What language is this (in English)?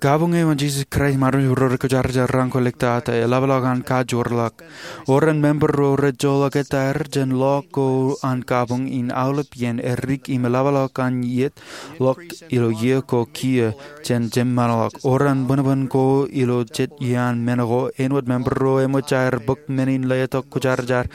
Marshallese